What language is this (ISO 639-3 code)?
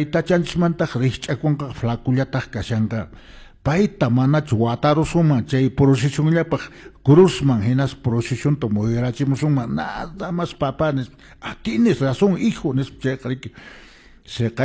que